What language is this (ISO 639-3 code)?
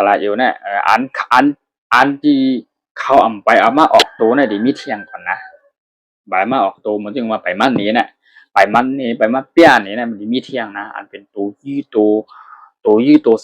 shn